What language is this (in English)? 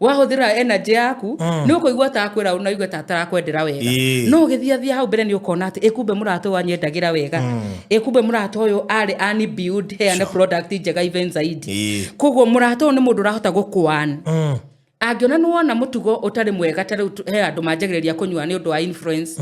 Kikuyu